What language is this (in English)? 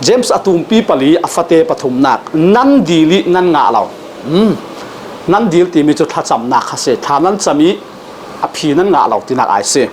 Falam Chin